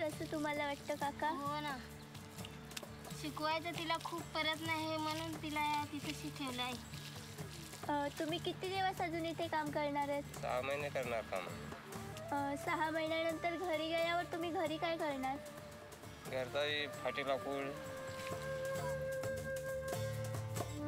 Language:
Marathi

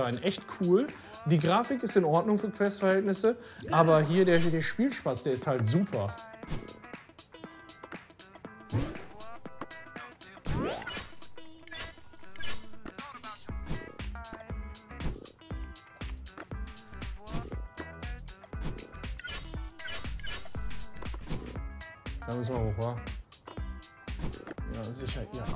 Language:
German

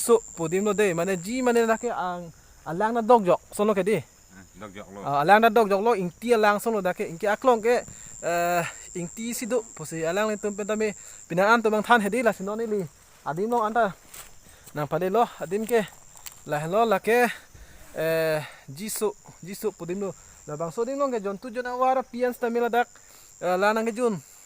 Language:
Karbi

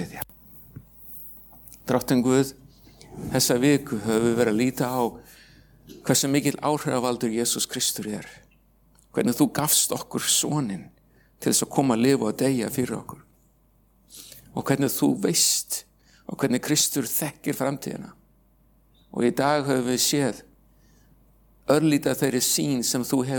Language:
Icelandic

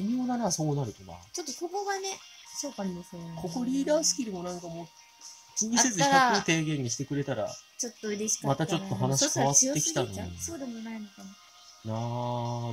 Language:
Japanese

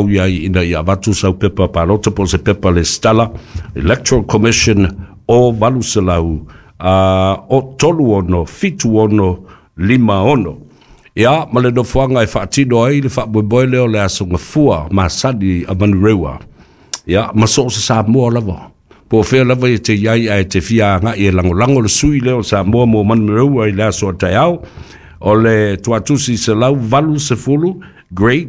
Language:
Samoan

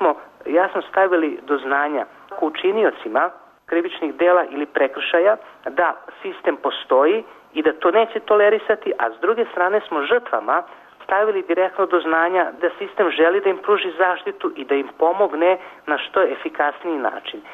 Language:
Serbian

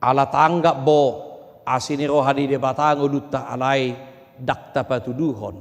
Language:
Batak Toba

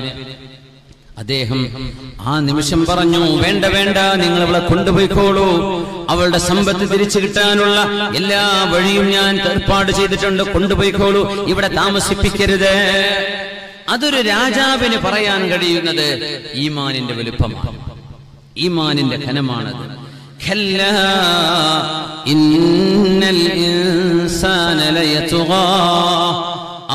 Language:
Malayalam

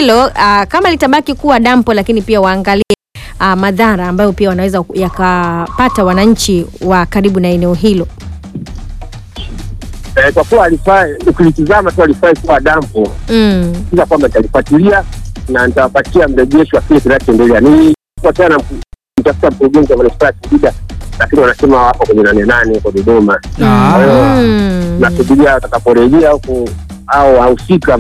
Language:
Swahili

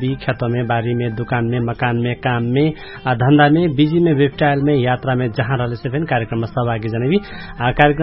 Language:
Dangaura Tharu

